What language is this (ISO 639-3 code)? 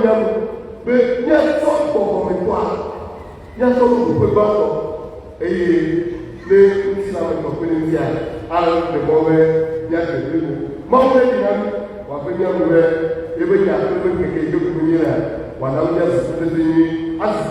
ewe